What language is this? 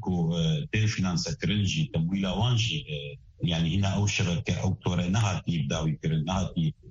Kurdish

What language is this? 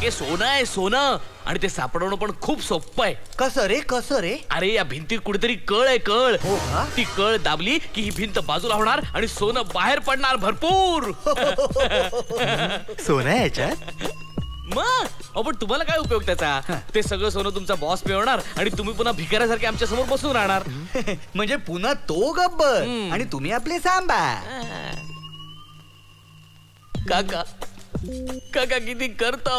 Marathi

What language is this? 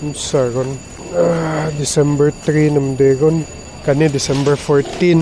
Cebuano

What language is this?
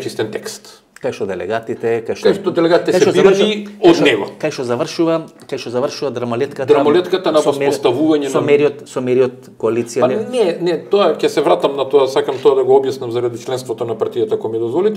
Macedonian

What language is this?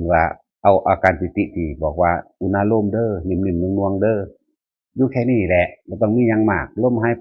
Northeastern Thai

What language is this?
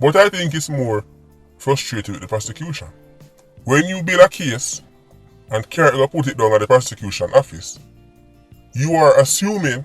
Jamaican Creole English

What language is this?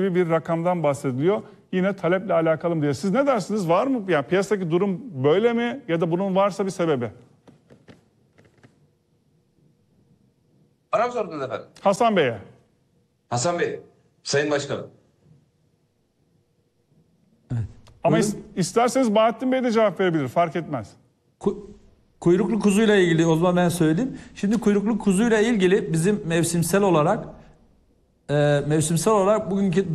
Turkish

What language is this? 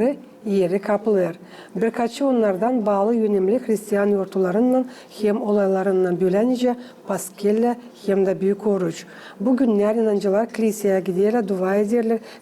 Gagauz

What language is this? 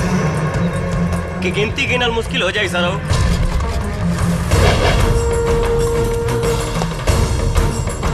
Bhojpuri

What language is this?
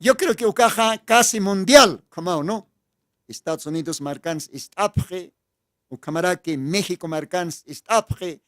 Aymara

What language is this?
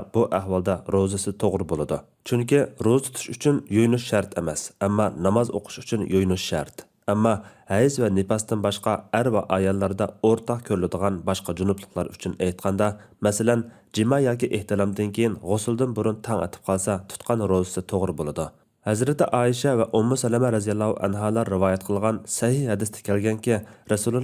Uyghur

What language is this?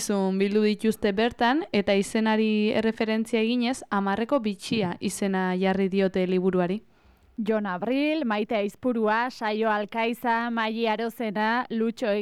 Basque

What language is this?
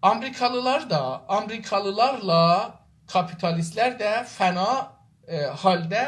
South Azerbaijani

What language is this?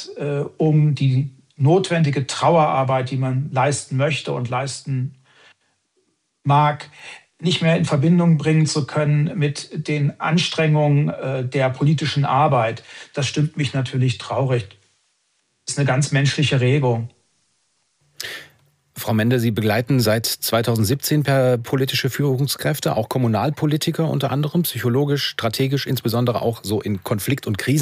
German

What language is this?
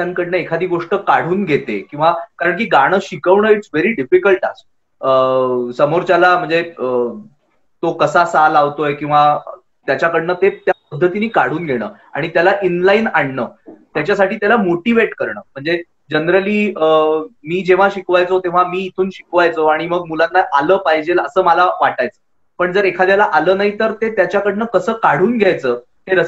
Marathi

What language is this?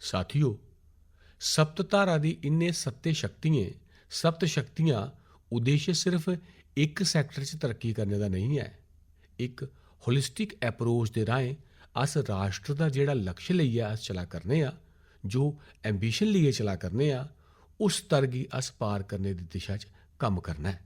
Dogri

